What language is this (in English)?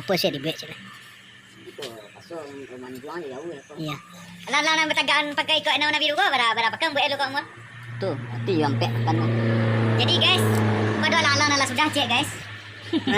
Minangkabau